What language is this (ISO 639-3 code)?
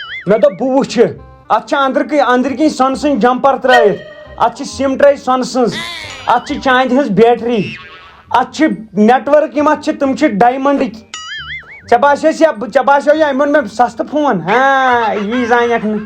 kas